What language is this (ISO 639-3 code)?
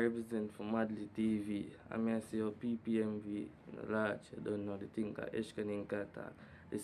jam